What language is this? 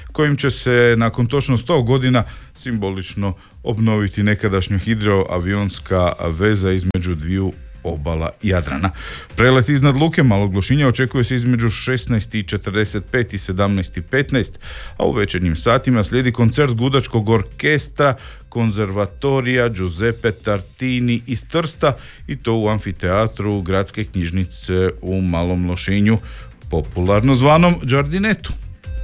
Croatian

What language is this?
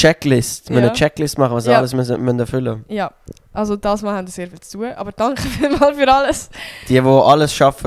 Swiss German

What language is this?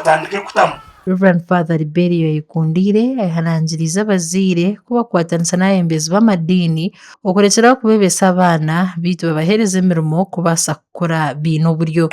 Nyankole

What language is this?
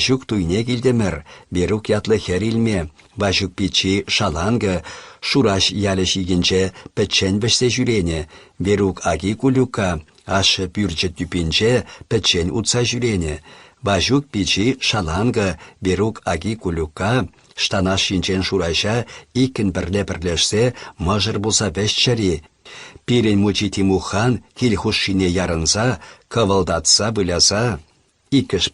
Chuvash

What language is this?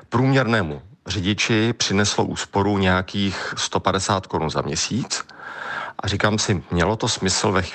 Czech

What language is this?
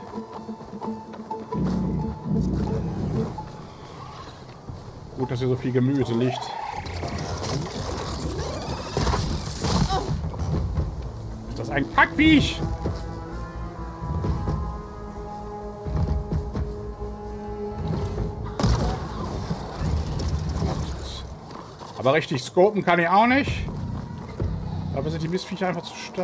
German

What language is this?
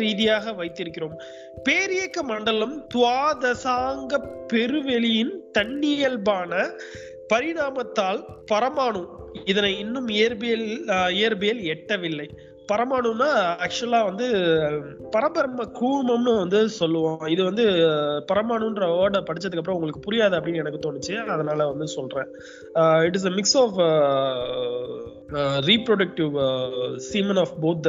Tamil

